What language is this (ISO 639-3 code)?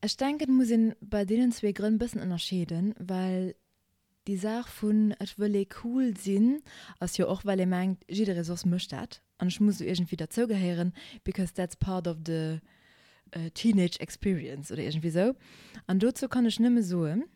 ltz